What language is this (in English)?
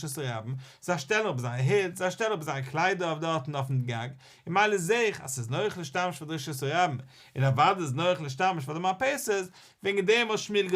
Yiddish